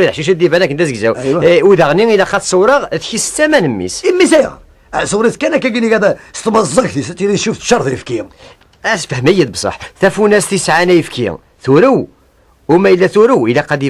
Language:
Kabyle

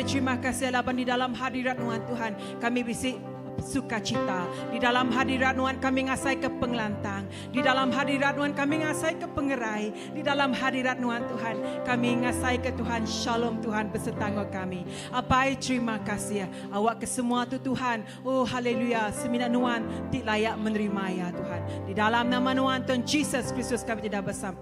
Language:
Iban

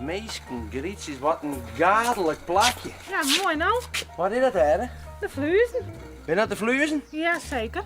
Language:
Western Frisian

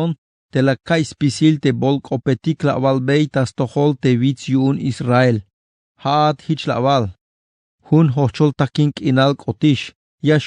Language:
Tzeltal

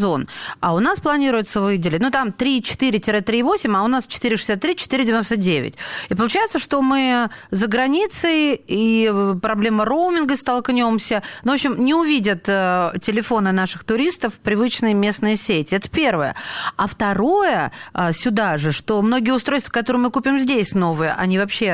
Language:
Russian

